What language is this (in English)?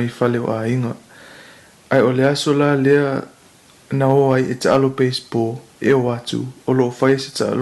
Samoan